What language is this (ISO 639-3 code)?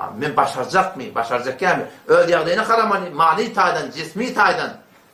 tuk